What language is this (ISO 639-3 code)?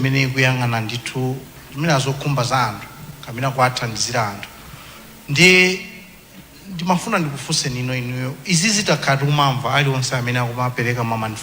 nya